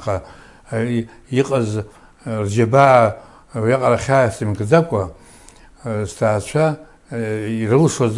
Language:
Abkhazian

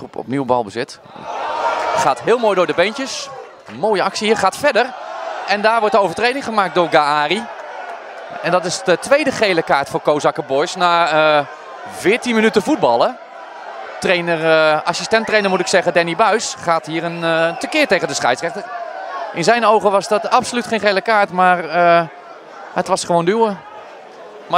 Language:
Dutch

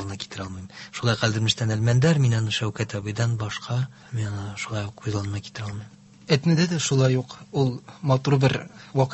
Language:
Tatar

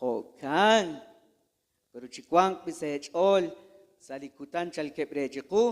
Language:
Kekchí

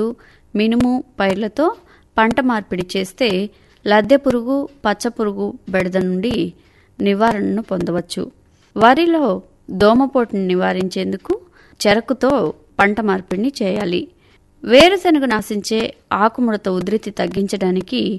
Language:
Telugu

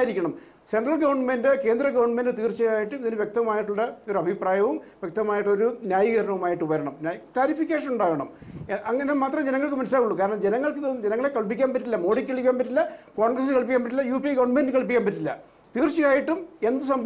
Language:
Malayalam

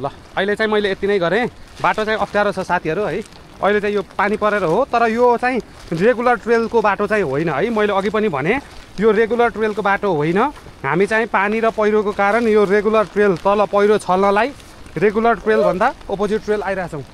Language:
Nepali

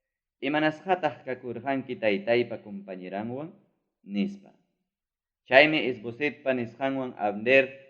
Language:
Ayacucho Quechua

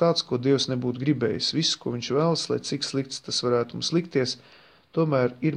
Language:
Latvian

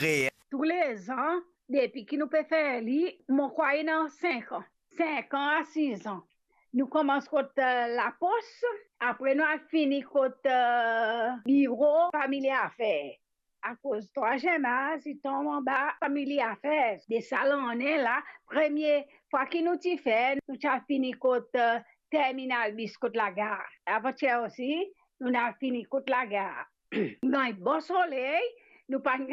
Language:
Morisyen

